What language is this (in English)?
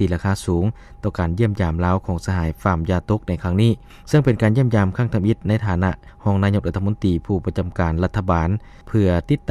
Lao